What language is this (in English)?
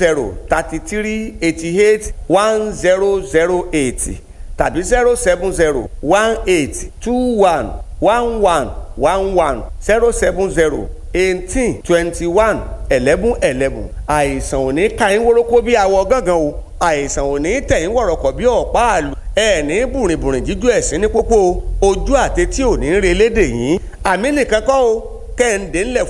Yoruba